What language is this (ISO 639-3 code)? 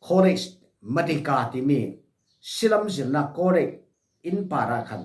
cfm